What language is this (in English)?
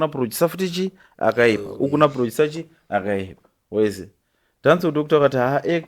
Shona